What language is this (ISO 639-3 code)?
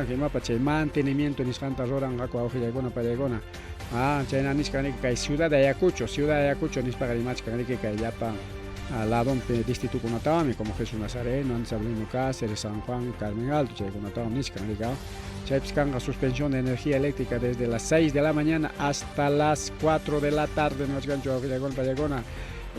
quy